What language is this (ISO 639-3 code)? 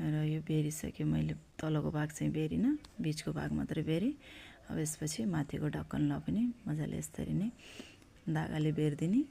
nep